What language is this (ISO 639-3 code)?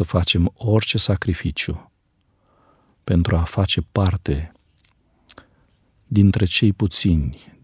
ron